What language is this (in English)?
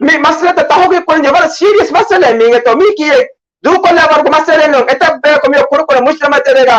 Divehi